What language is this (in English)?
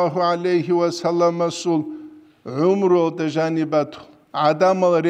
Avaric